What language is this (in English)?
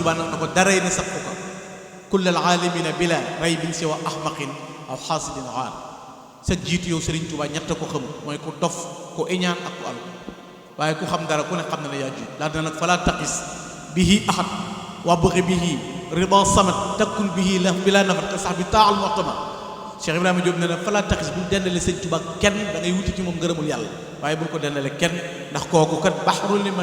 Wolof